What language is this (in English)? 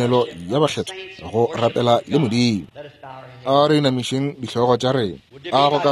Northern Sotho